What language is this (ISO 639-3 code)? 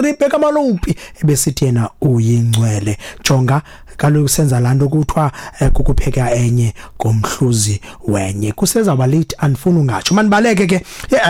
xho